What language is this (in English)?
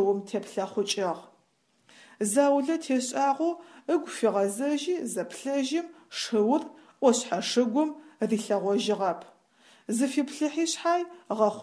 Adyghe